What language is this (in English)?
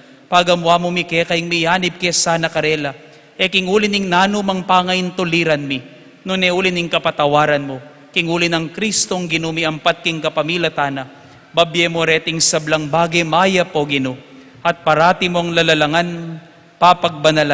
Pampanga